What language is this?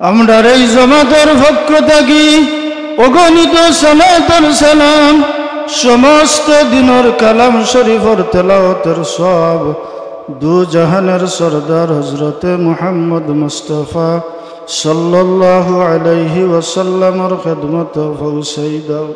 Sylheti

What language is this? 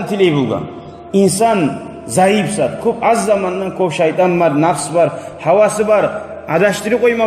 Kumyk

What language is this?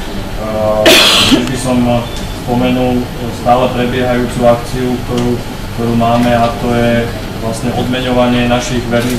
Slovak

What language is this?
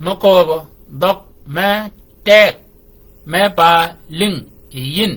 Shilluk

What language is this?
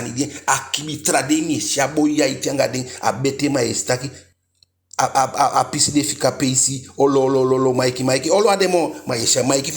Eastern Maroon Creole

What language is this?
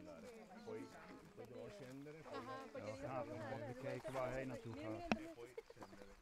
Dutch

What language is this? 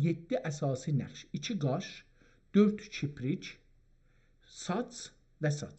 South Azerbaijani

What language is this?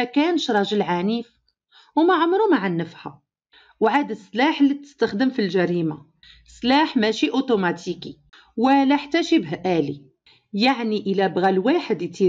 Moroccan Arabic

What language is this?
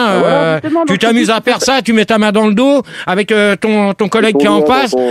French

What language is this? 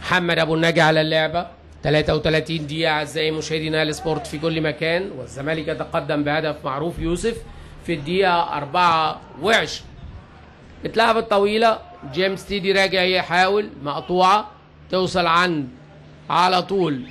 Egyptian Arabic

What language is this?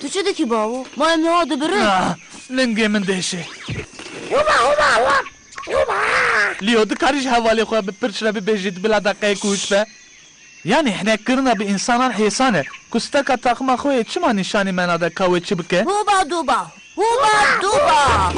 Kurdish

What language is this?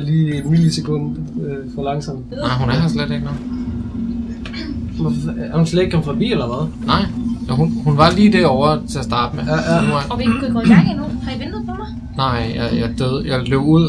Danish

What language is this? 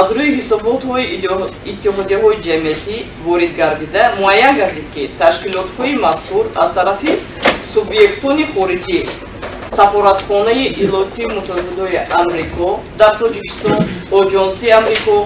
Tajik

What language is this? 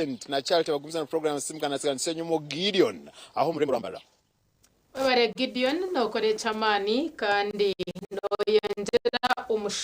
Nyankole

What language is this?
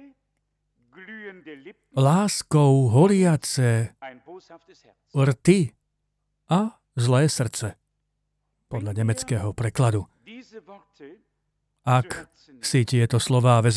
Slovak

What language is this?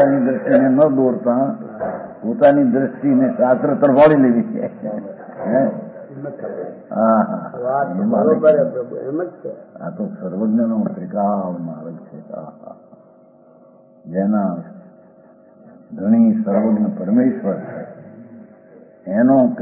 Gujarati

